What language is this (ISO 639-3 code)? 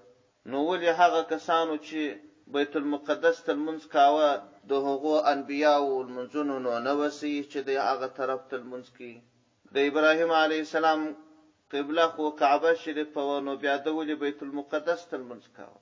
pus